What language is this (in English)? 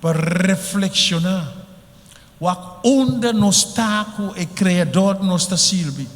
Papiamento